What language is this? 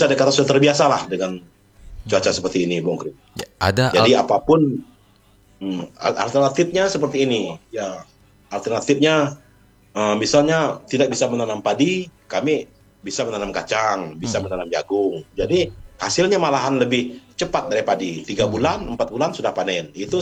Indonesian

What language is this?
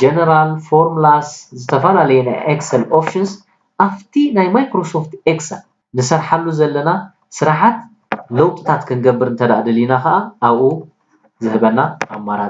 Tigrinya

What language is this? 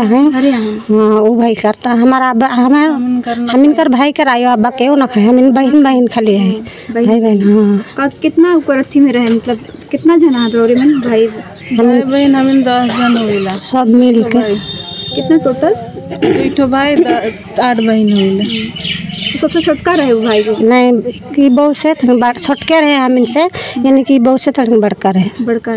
Sadri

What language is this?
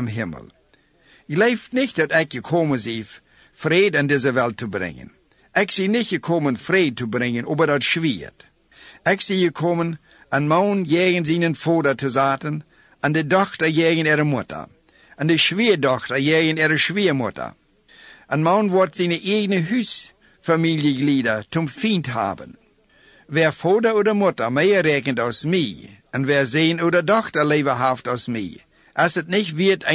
Plautdietsch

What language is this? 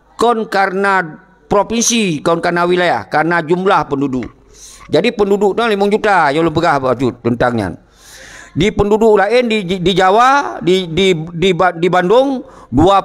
Achinese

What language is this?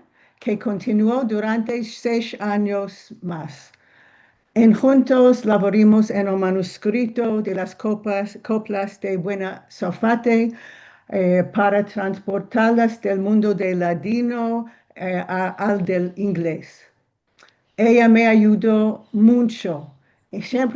Ladino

